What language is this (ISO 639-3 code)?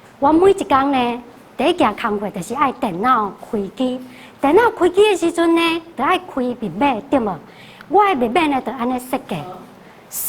nan